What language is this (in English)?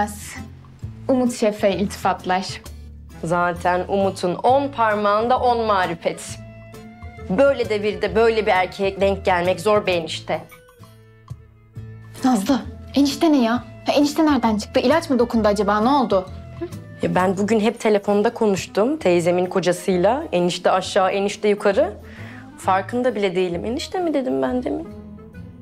Turkish